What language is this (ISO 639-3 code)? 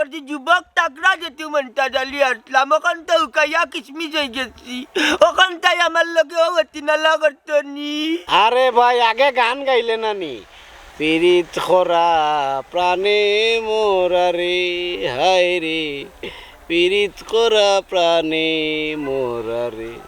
syl